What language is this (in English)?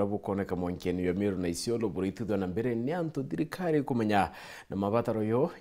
Meru